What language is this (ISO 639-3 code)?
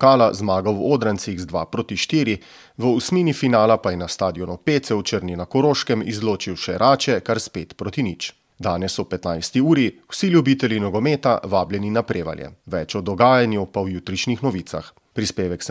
slv